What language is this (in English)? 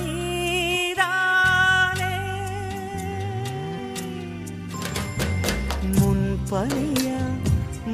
Tamil